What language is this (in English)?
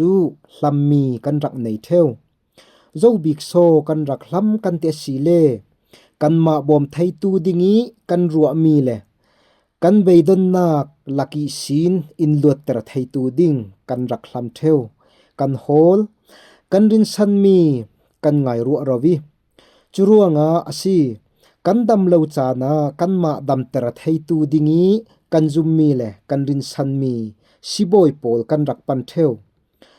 Falam Chin